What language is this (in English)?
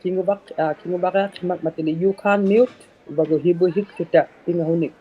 Inuktitut